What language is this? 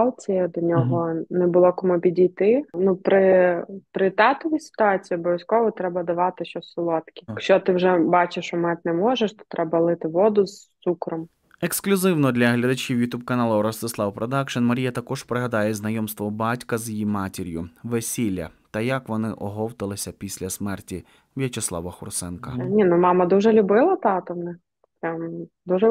Ukrainian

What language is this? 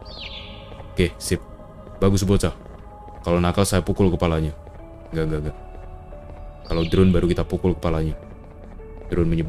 Indonesian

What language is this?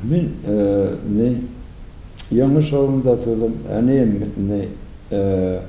Tatar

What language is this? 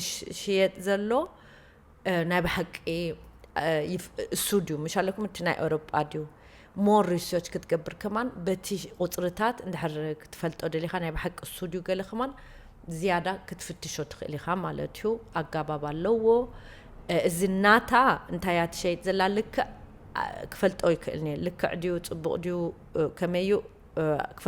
Tigrinya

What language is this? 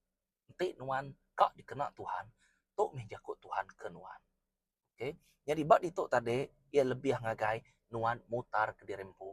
Iban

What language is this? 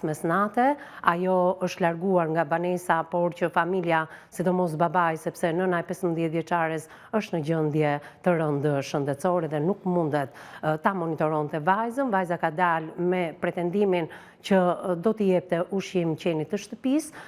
Albanian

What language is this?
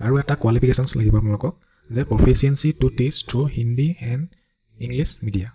Assamese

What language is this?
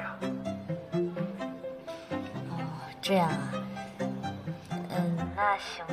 Chinese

